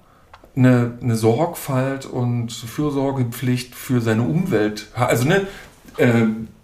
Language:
German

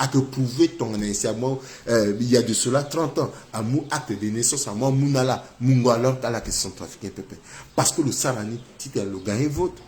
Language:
Sango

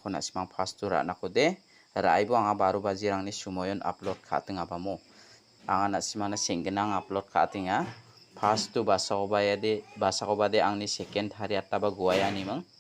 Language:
Garo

